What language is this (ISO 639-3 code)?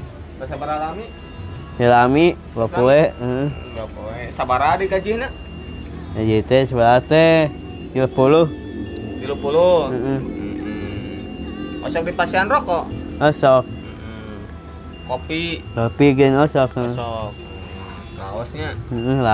sun